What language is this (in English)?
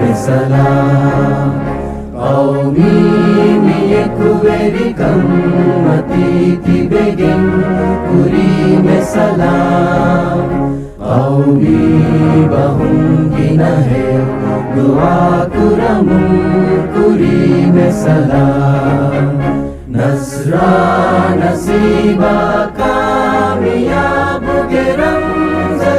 Divehi